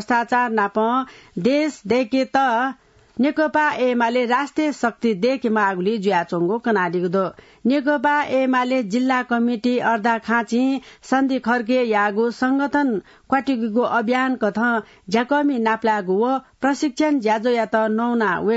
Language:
Newari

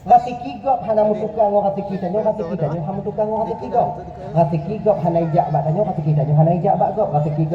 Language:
Achinese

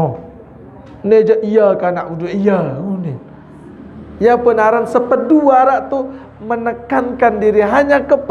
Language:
Sasak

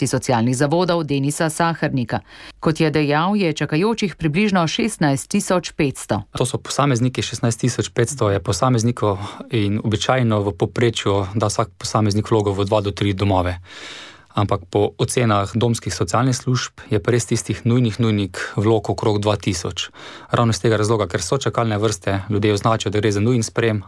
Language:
Slovenian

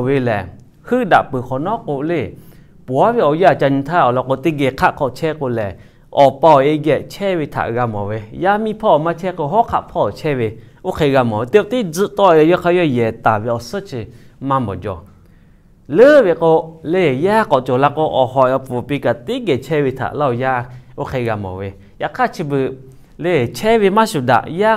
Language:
Lahu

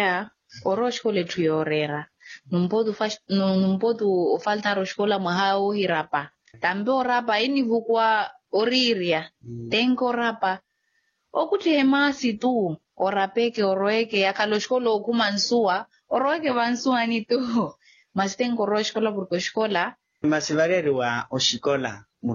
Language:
Makhuwa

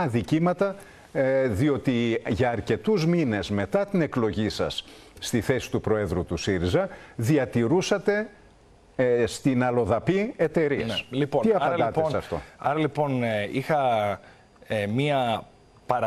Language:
Greek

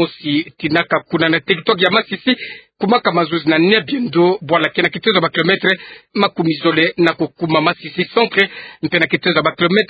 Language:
Kituba (Democratic Republic of Congo)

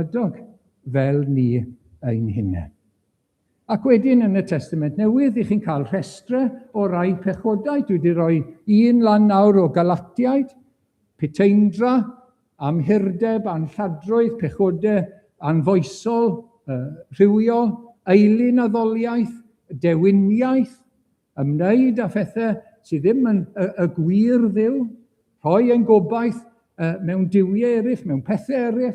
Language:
Welsh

